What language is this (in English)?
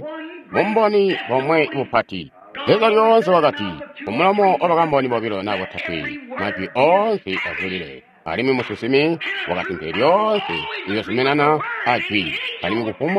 Tonga (Zambia)